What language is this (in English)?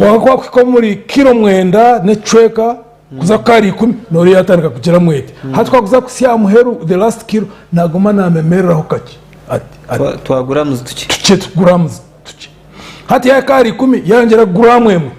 Nyankole